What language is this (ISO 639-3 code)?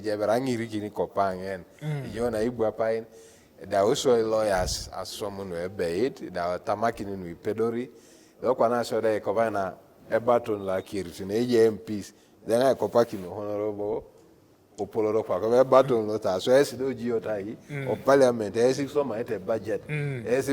teo